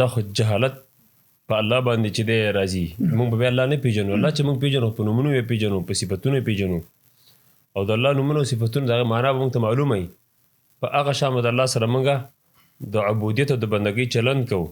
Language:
Pashto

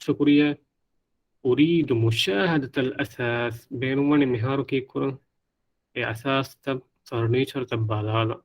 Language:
Divehi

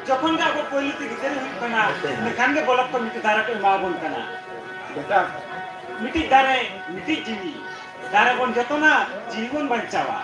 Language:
Santali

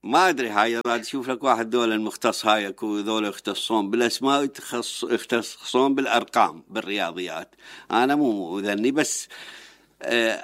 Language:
Mesopotamian Arabic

